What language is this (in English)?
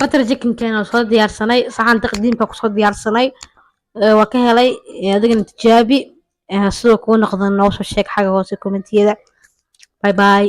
Somali